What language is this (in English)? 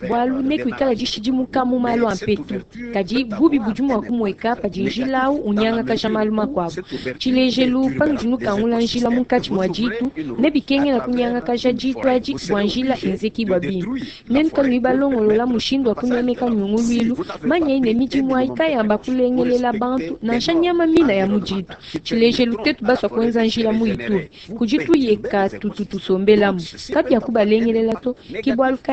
Luba-Lulua